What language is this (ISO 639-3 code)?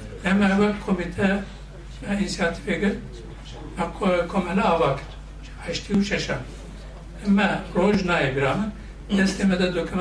kur